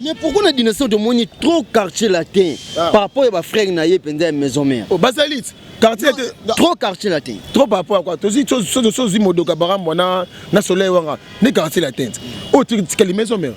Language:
Lingala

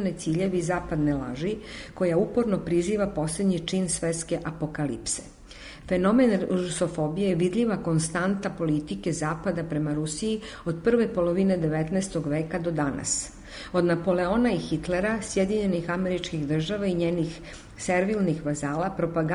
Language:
Serbian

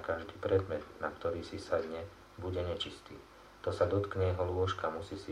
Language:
Slovak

